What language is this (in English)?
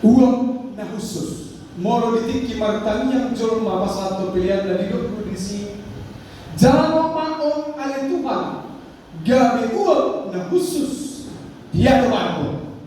Batak Toba